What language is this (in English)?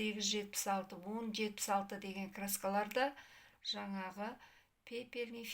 Kazakh